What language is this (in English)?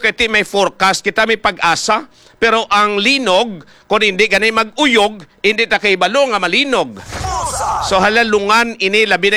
Hiligaynon